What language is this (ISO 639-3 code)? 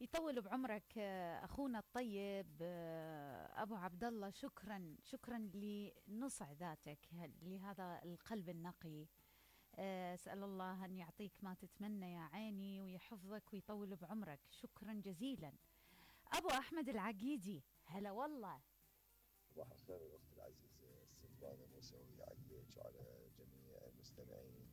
acm